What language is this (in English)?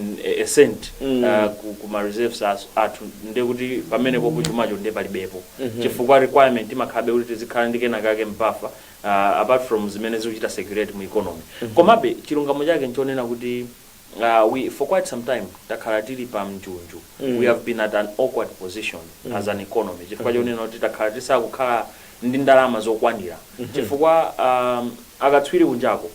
Nyanja